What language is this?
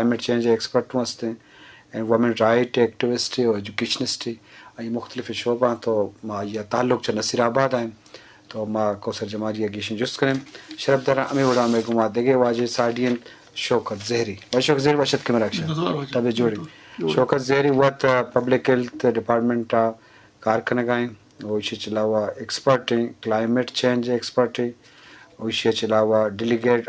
Eastern Balochi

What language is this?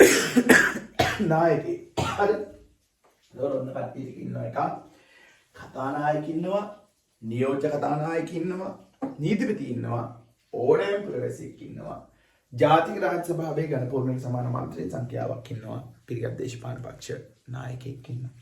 Sinhala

